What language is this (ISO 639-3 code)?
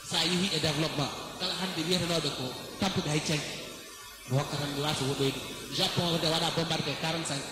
ful